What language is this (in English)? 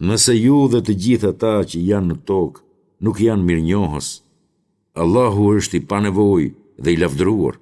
Albanian